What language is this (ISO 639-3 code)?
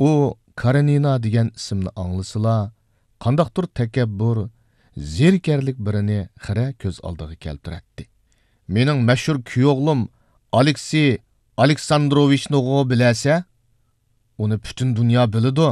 uig